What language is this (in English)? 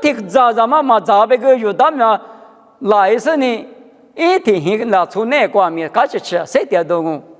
Lisu